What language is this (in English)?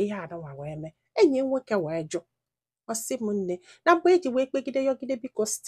Igbo